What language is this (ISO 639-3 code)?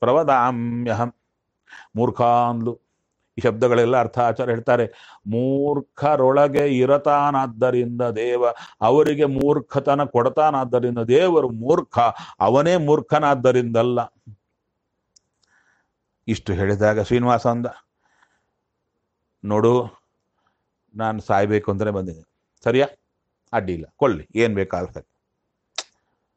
kan